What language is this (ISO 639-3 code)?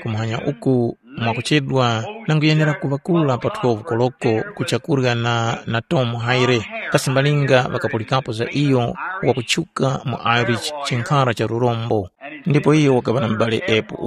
tum